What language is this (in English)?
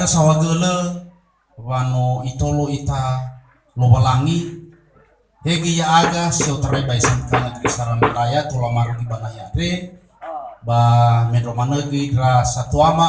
Nias